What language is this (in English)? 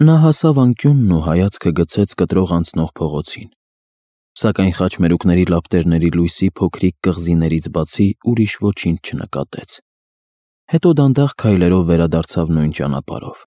Armenian